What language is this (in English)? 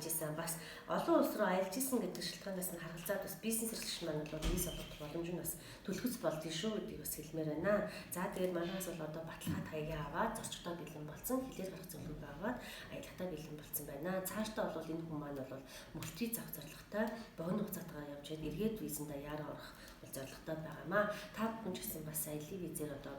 Mongolian